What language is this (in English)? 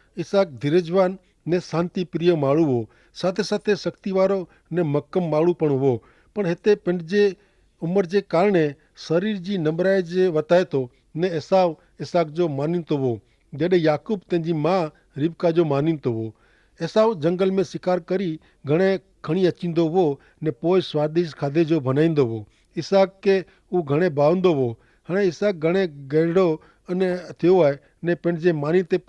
Kachhi